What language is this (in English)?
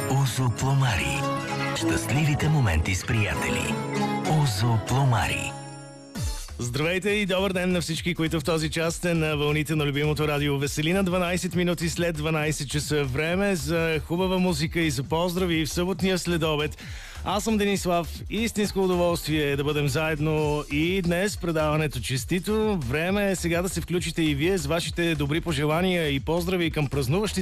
Bulgarian